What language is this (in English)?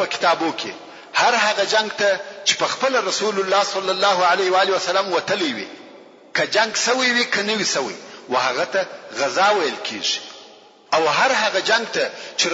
Pashto